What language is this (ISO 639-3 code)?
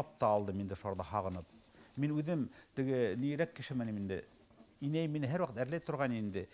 bak